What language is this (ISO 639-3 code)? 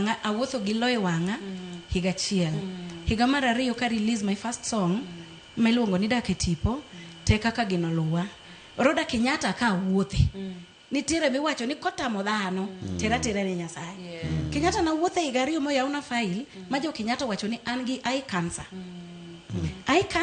luo